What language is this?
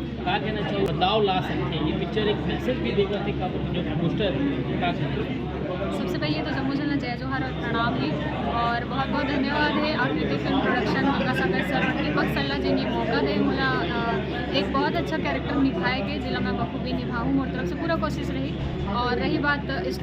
Chhattisgarhi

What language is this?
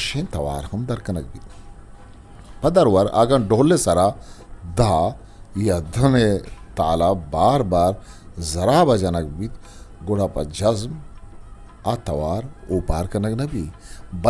Eastern Balochi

